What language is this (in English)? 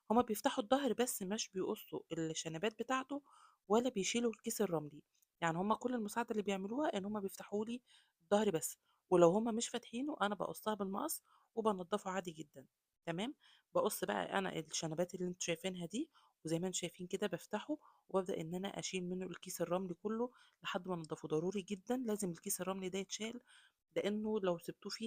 Egyptian Arabic